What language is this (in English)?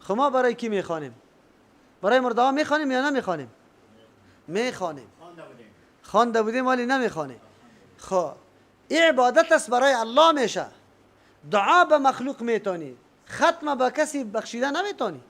Persian